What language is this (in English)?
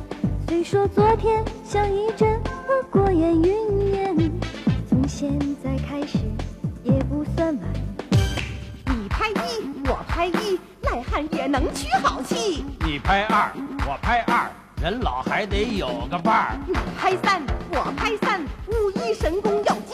Chinese